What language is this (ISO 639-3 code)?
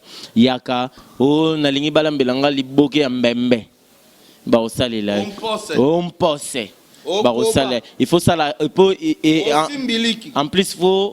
lin